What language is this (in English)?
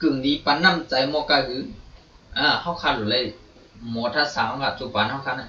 Shan